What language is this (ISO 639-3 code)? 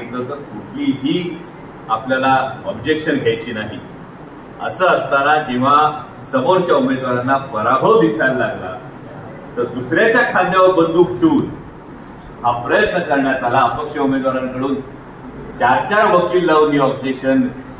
mar